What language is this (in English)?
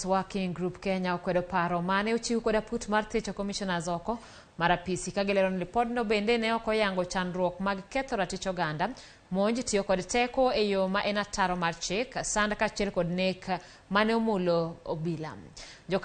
Luo (Kenya and Tanzania)